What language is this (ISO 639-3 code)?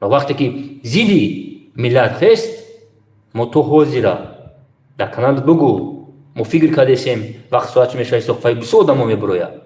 tgk